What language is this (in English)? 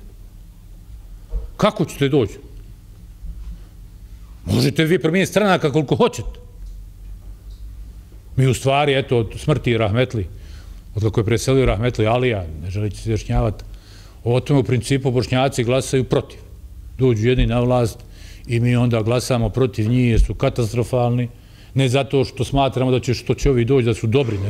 Bosnian